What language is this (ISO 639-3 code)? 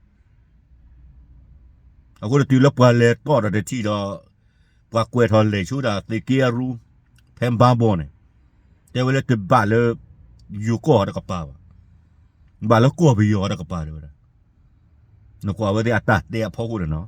ksw